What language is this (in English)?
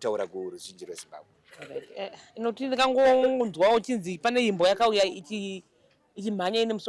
Shona